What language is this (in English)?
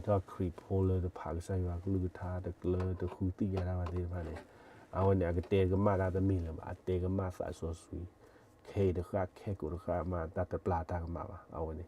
S'gaw Karen